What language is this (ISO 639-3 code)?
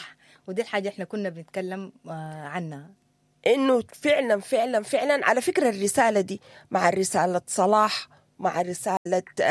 apd